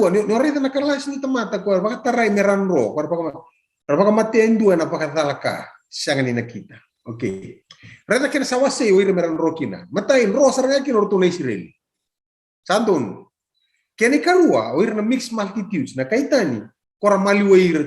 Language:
Fijian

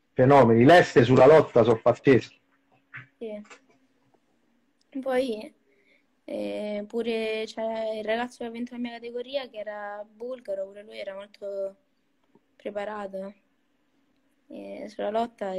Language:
Italian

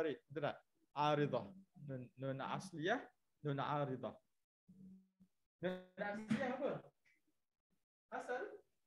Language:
Malay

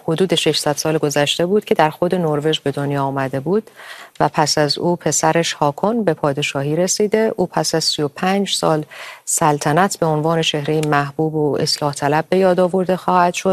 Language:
Persian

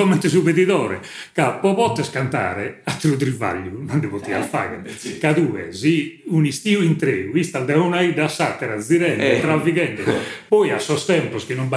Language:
Sardinian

